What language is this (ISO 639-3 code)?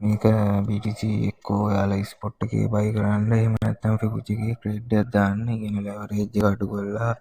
sin